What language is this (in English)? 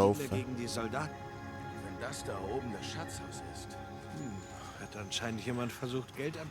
Swiss German